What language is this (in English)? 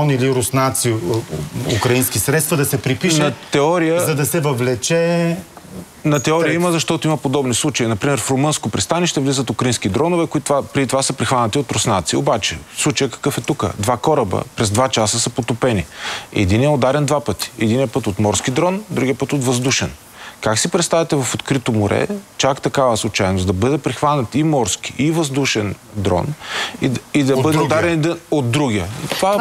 Bulgarian